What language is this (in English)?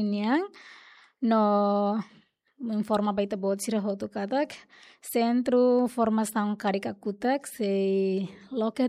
Tetum